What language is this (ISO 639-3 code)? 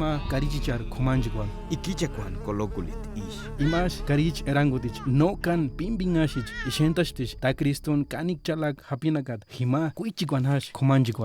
tsz